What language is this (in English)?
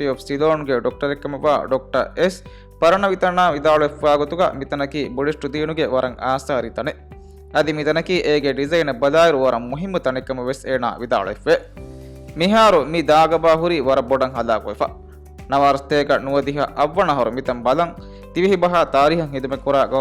Divehi